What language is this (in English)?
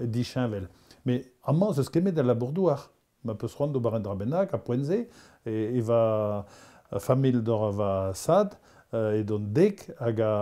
Breton